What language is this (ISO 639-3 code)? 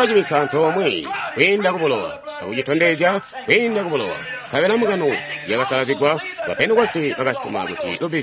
toi